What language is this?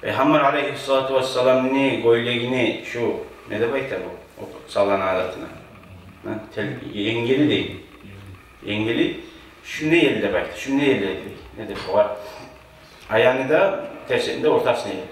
Kumyk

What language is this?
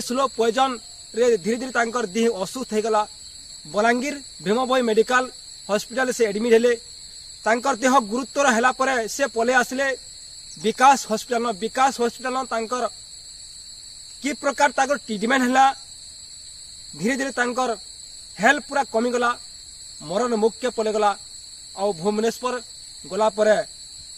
Sambalpuri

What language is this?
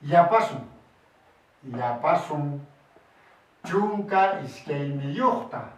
Quechua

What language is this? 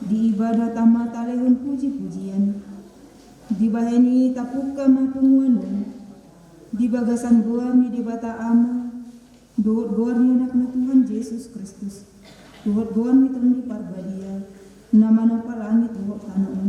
Batak Toba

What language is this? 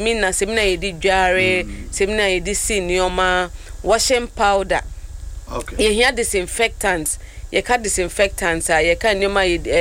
Akan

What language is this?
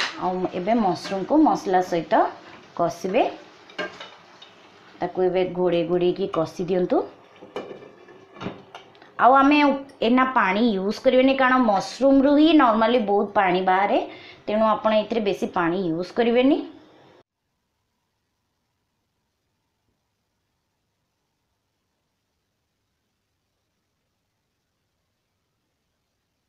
Odia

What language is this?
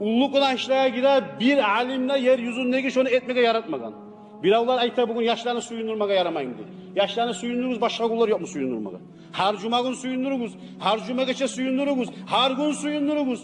Kumyk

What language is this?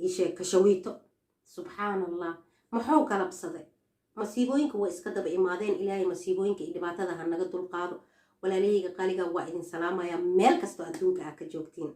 Somali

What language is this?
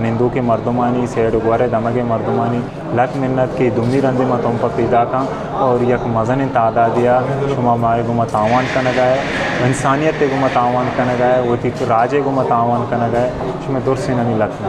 Eastern Balochi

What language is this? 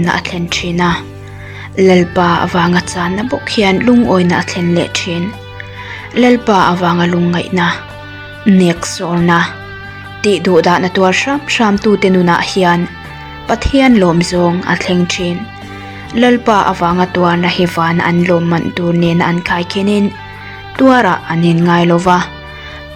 Mizo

